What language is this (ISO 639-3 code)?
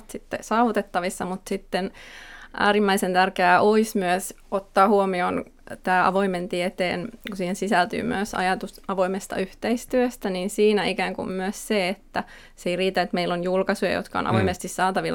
fin